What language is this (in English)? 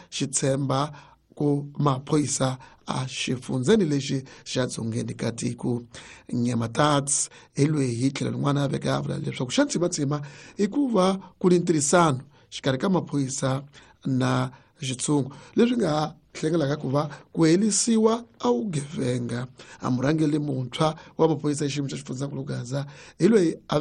Tsonga